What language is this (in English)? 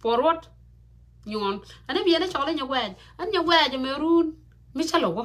Nuer